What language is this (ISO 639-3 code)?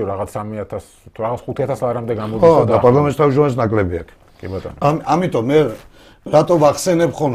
kat